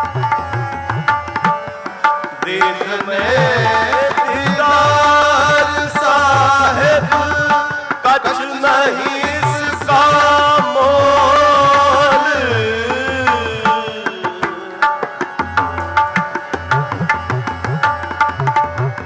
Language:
Punjabi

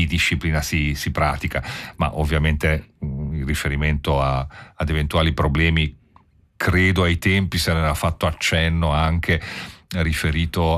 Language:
Italian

